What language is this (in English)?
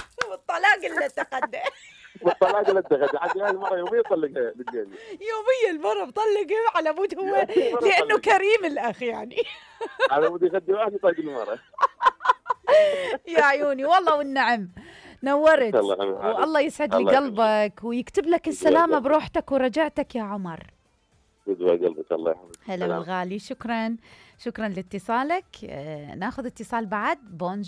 Mesopotamian Arabic